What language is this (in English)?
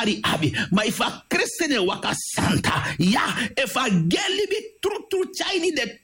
Sranan Tongo